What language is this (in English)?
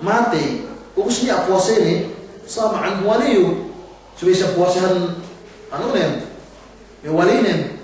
Yakan